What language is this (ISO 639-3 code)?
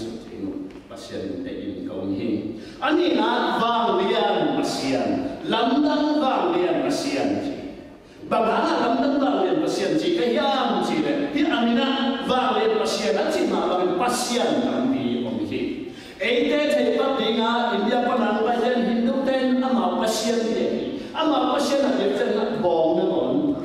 ctd